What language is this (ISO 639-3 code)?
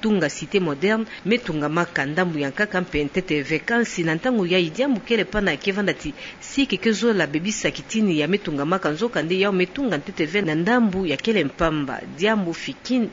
ktu